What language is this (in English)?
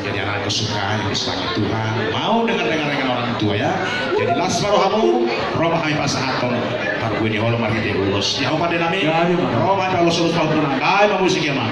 Batak Toba